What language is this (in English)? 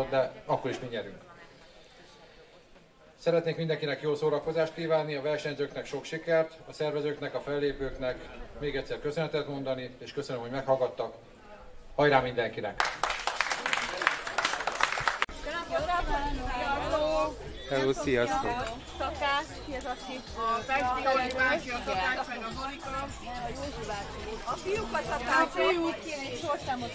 Hungarian